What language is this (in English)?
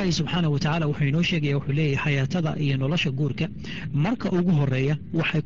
Somali